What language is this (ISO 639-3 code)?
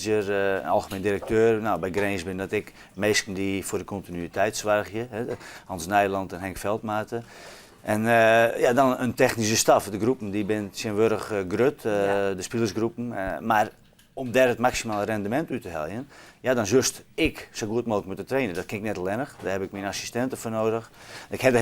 fry